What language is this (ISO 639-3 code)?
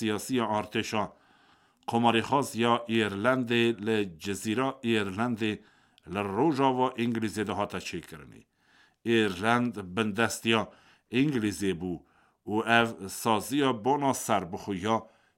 kur